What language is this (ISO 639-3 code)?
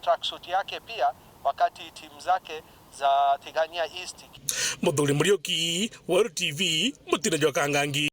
mer